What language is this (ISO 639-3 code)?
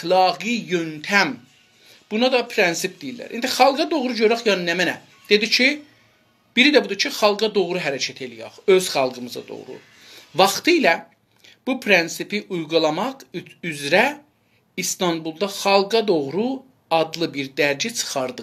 azb